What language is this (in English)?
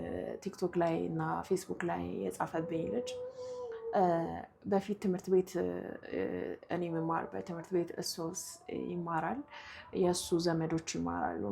Amharic